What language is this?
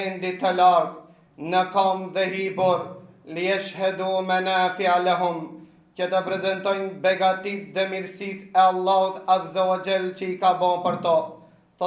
Albanian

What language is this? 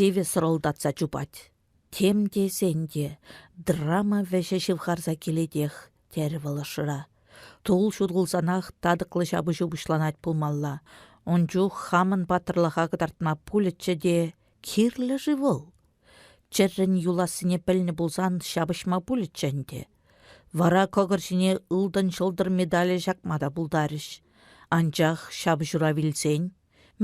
Chuvash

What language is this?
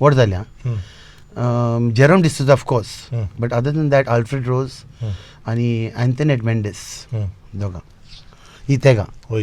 Konkani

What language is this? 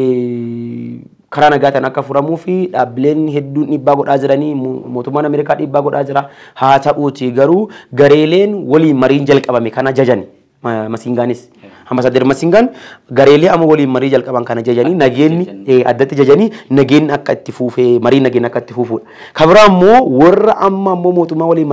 Oromo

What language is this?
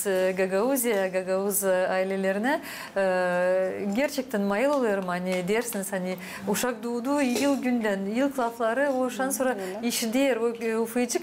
Gagauz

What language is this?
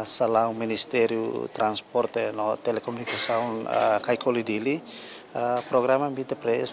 Tetum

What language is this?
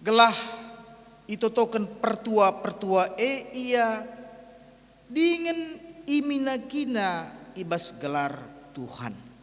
Batak Karo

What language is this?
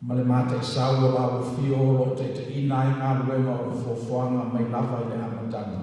Samoan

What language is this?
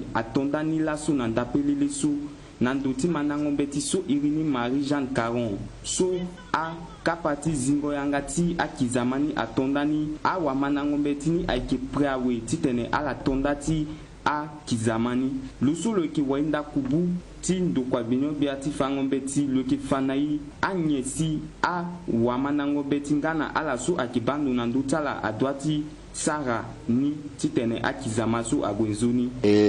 Sango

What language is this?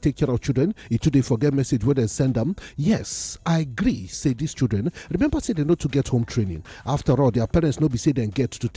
Nigerian Pidgin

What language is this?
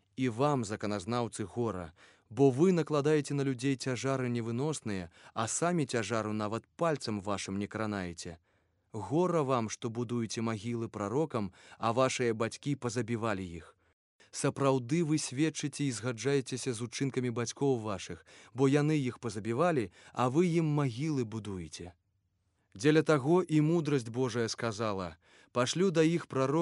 Belarusian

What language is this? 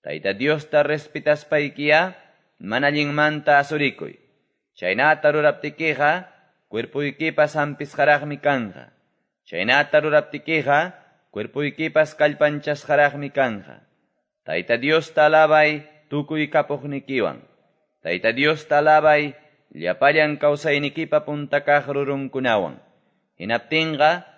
Quechua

